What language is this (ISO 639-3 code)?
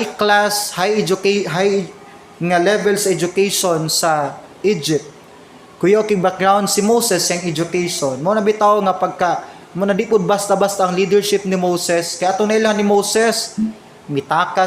ceb